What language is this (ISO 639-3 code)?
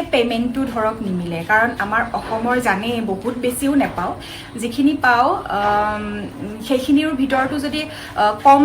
asm